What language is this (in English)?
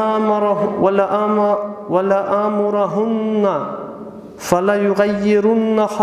Avaric